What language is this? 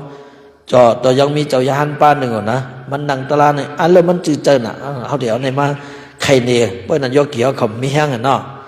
Shan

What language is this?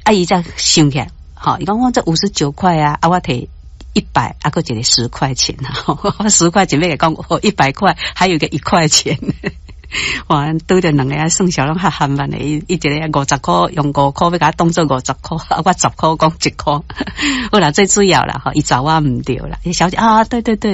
Min Nan Chinese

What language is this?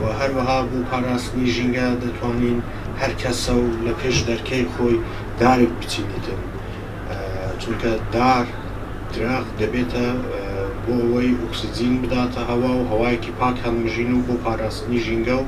Central Kurdish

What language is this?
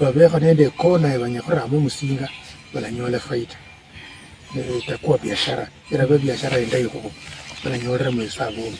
Luyia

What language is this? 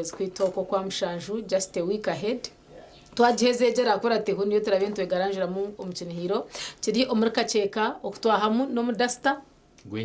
Nyankole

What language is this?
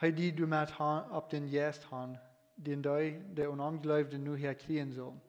Plautdietsch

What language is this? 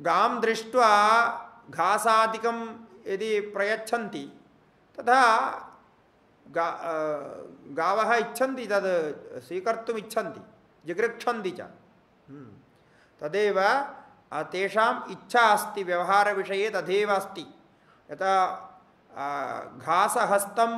Sanskrit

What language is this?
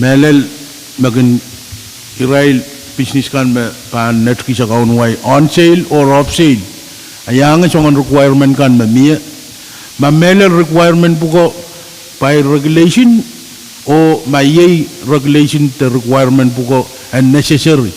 Pohnpeian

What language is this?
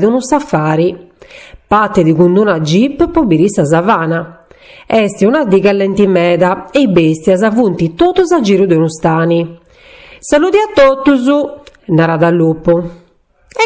Sardinian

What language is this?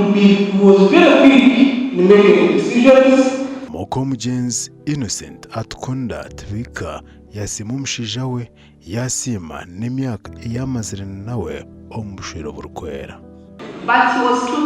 Nyankole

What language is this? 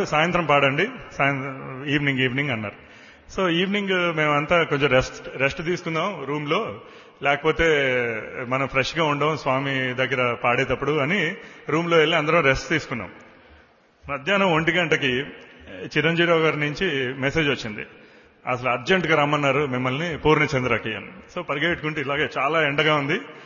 Telugu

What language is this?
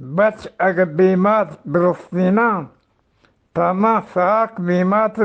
Eastern Balochi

